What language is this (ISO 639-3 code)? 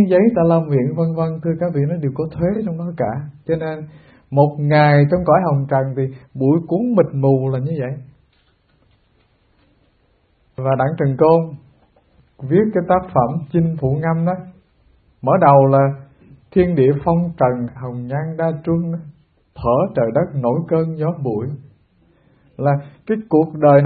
vie